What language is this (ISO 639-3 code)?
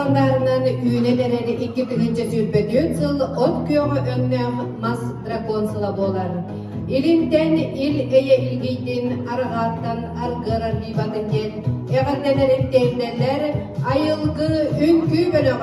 sah